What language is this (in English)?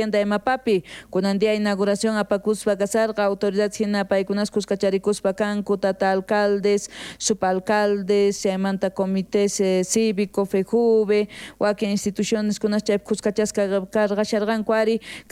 South Bolivian Quechua